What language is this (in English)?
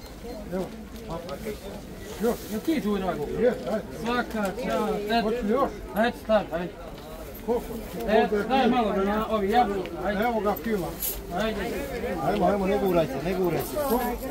Bosnian